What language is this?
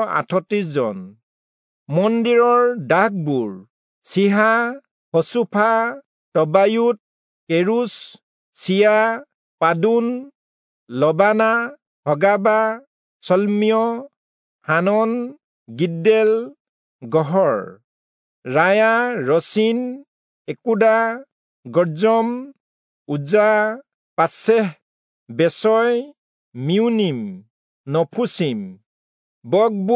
Assamese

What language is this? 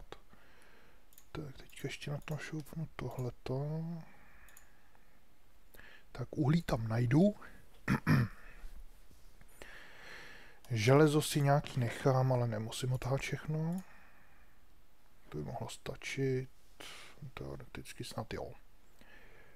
Czech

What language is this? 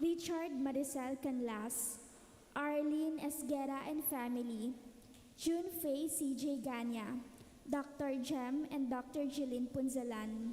Pampanga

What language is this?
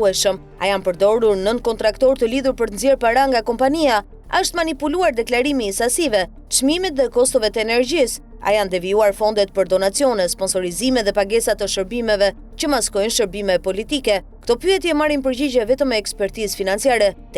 Albanian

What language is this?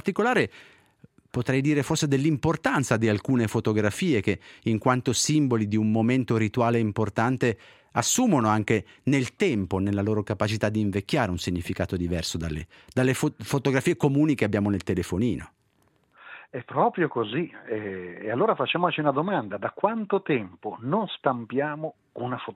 Italian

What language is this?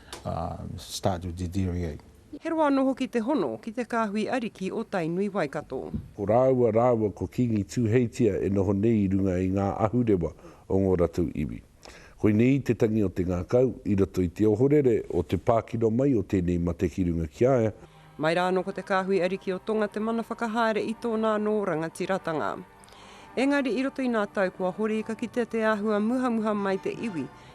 Māori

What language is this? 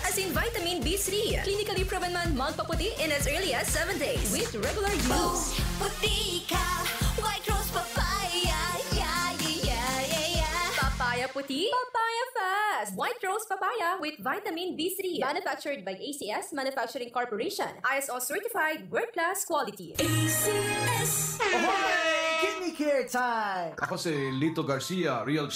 Bikol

